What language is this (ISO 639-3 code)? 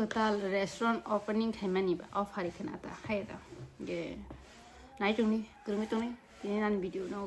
trp